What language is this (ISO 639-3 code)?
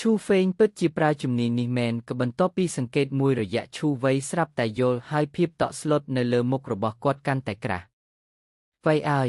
khm